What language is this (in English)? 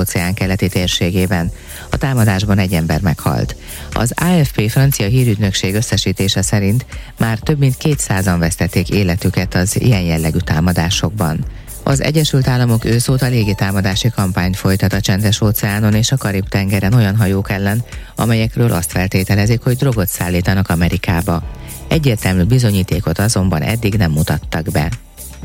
Hungarian